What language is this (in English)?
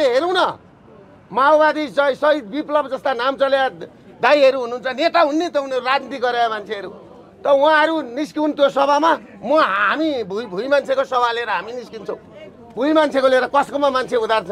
Nepali